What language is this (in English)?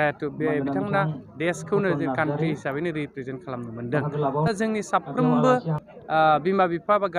Bodo